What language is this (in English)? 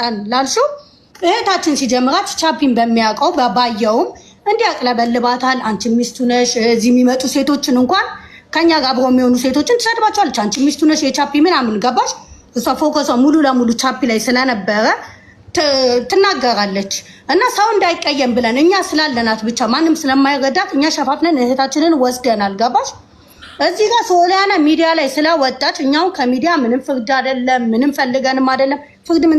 Amharic